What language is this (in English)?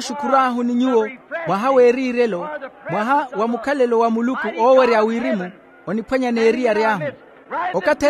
Makhuwa